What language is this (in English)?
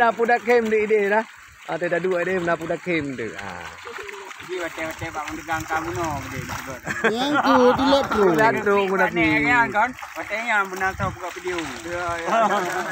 Achinese